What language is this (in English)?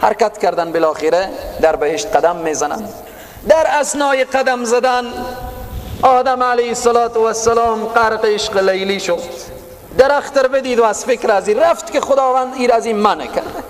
Persian